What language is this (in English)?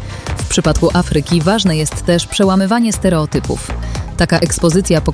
Polish